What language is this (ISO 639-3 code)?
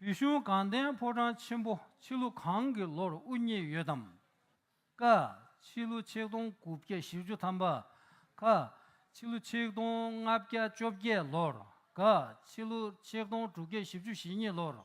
bod